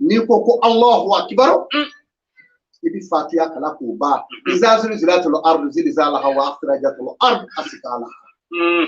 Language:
Bambara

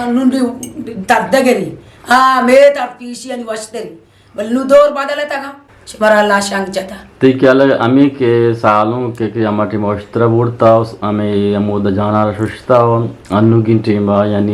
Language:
Eastern Balochi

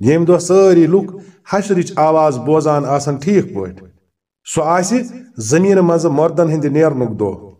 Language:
Kashmiri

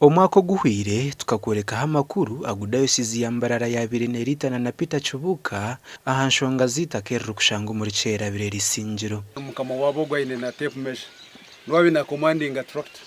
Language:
Nyankole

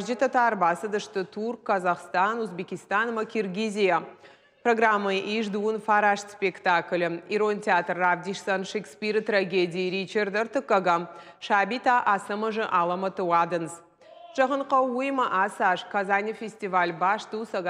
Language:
Ossetic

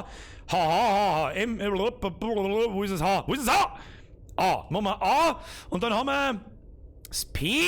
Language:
Bavarian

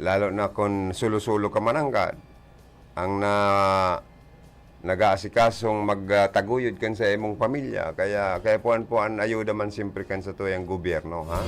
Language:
Bikol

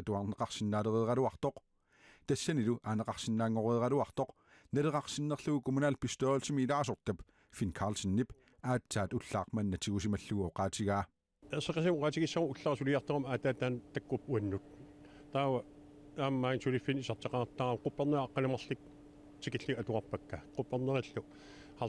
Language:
Kalaallisut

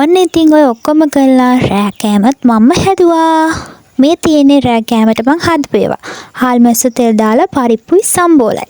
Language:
Sinhala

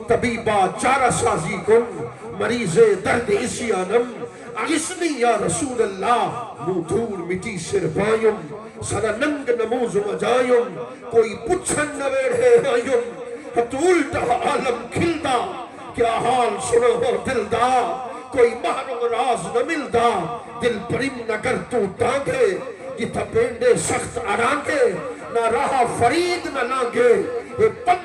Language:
Saraiki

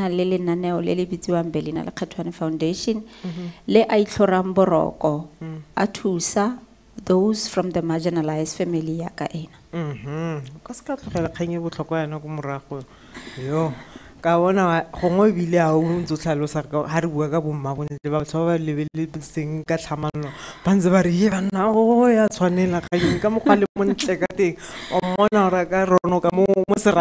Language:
Tswana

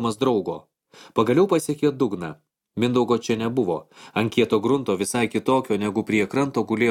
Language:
Lithuanian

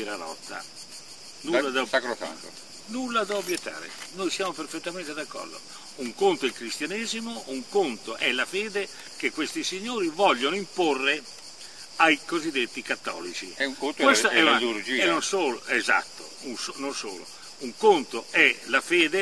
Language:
Italian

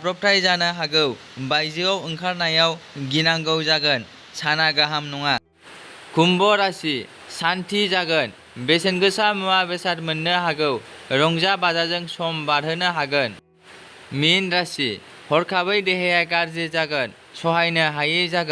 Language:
Bodo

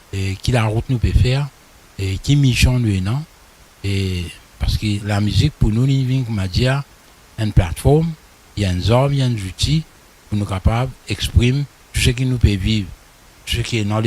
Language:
Morisyen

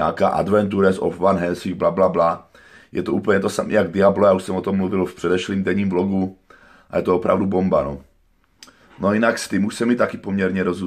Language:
Czech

